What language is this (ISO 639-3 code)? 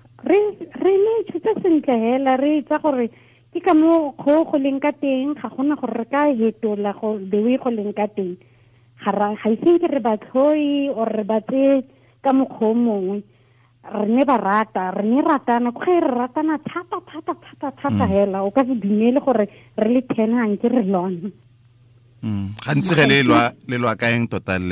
tsn